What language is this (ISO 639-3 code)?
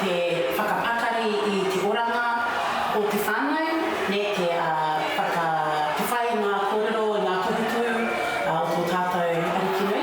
mri